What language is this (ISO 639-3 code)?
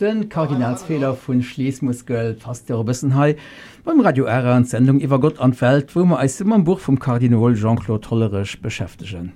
ltz